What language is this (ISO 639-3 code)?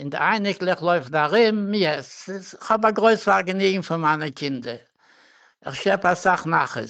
yid